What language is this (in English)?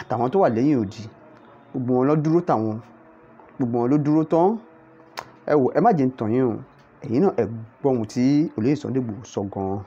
Yoruba